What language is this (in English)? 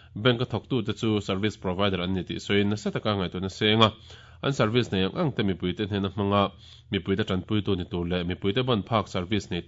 Mizo